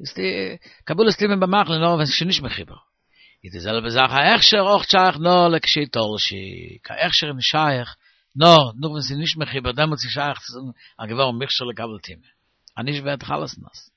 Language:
Yiddish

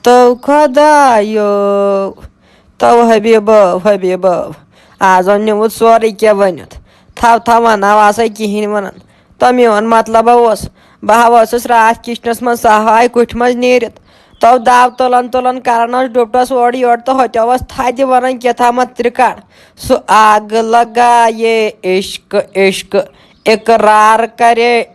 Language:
Kashmiri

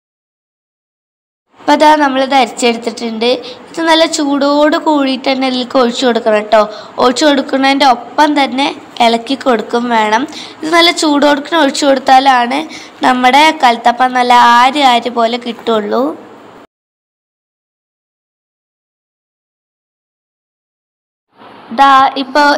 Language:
Malayalam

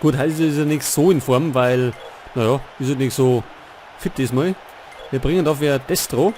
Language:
Bavarian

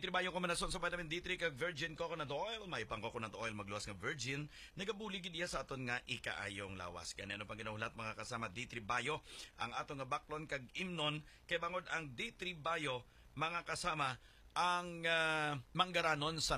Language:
Hiligaynon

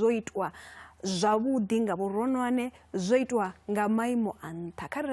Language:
Venda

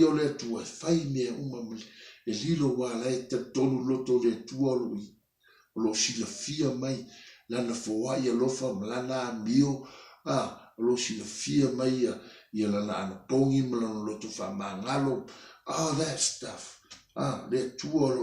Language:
Samoan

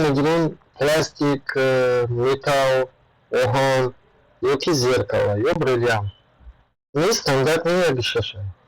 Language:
Tajik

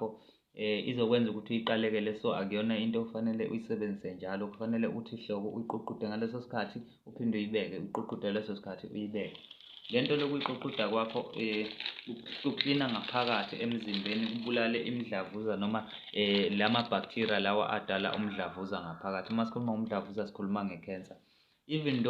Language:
Zulu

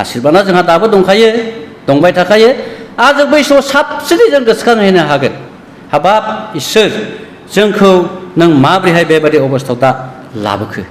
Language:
Bodo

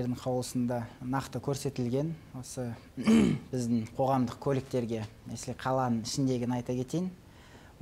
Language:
Kazakh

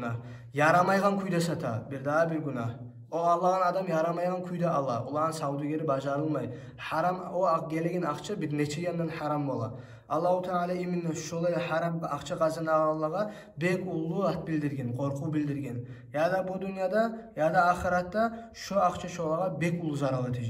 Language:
Kumyk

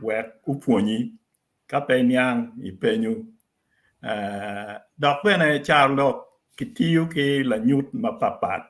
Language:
Acoli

